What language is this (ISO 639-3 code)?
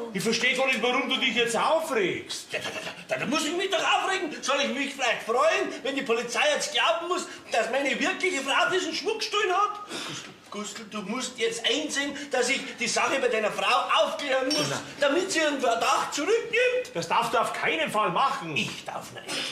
bar